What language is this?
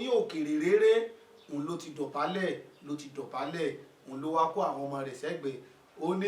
Yoruba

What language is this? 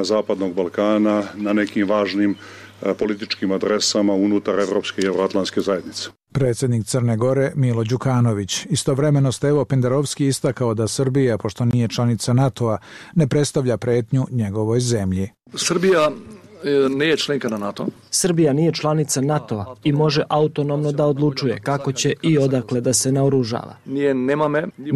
Serbian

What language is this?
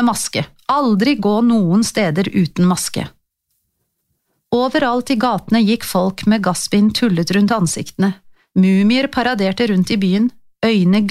Norwegian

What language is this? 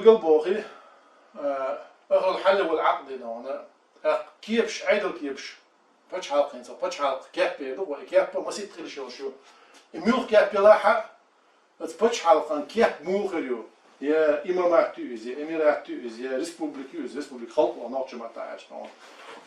Chechen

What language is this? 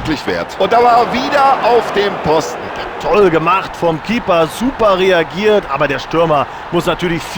Bavarian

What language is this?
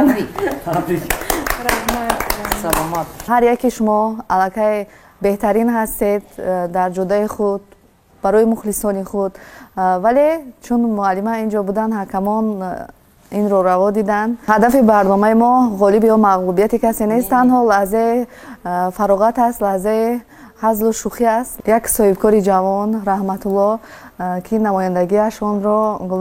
Tajik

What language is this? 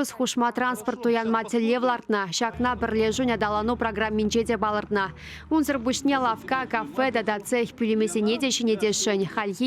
Chuvash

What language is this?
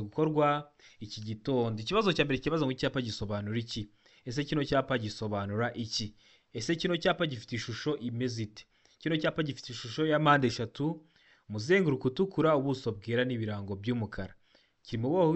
Kinyarwanda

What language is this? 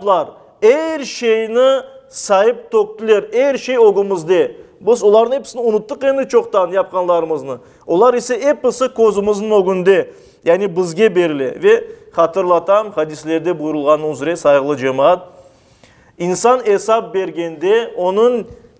Crimean Tatar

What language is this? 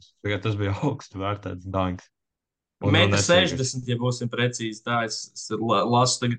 Latvian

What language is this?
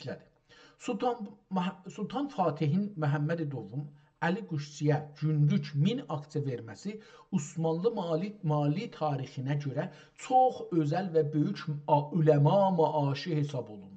South Azerbaijani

